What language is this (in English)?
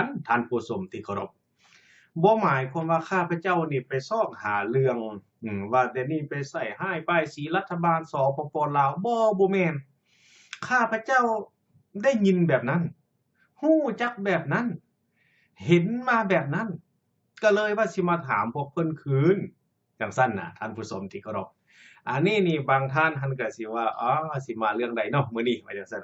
Lao